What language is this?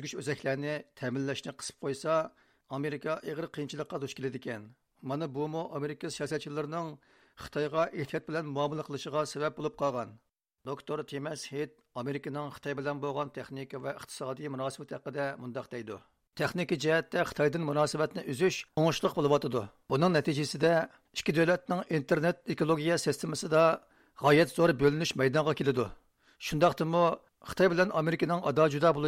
Uyghur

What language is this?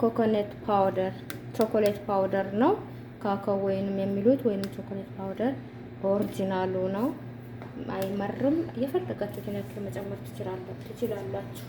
Amharic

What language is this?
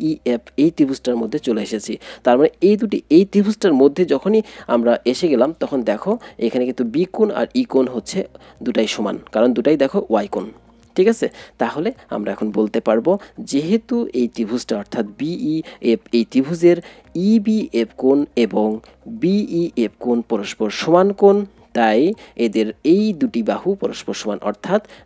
Bangla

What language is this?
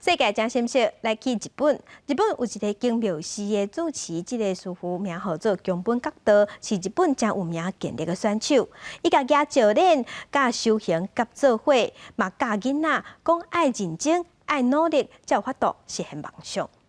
Min Nan Chinese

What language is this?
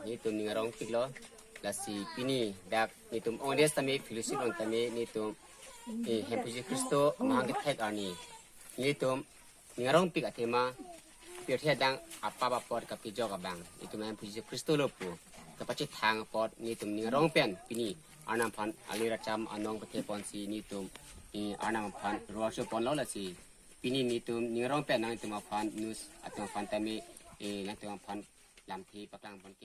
Karbi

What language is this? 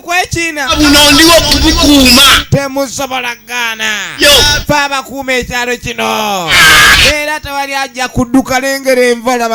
Ganda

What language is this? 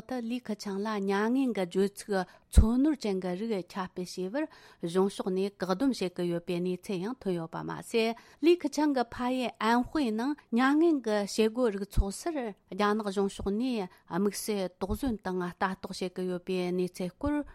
Tibetan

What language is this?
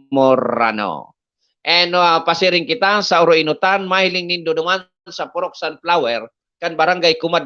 Bikol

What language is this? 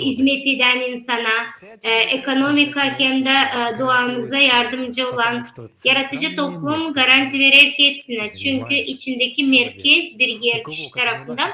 Gagauz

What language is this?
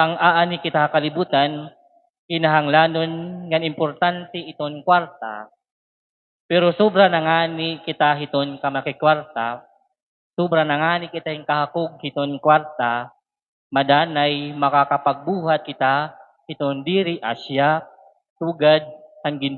Waray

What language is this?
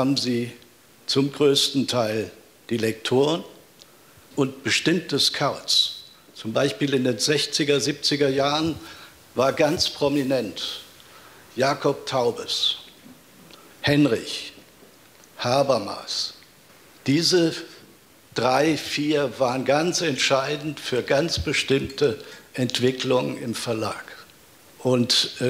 German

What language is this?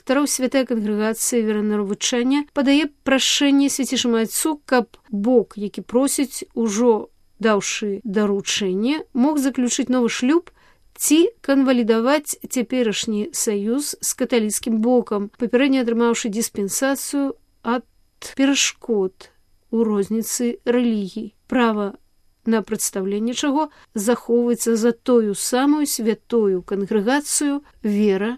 Belarusian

